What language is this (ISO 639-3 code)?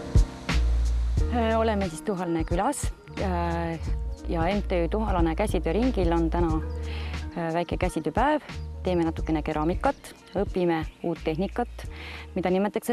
est